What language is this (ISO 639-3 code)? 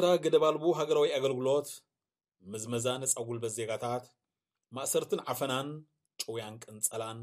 tir